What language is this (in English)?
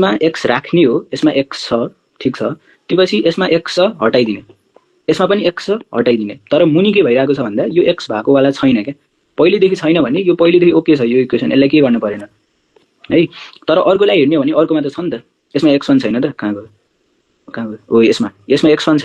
Nepali